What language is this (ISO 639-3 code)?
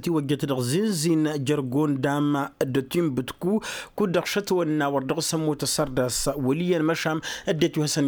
taq